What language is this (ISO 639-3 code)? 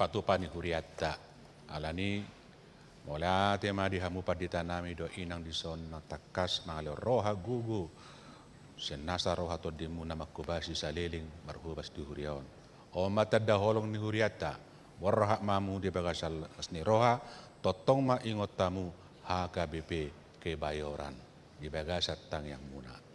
bbc